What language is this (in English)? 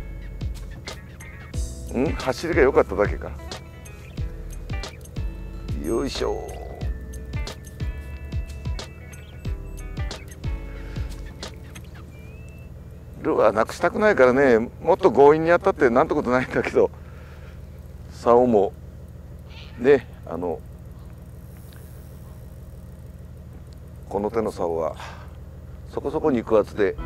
Japanese